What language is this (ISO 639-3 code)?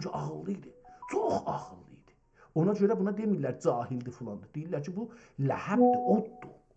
azb